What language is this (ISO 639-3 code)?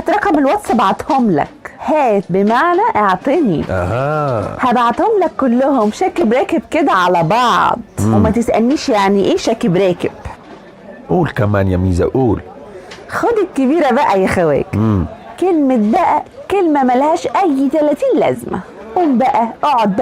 arz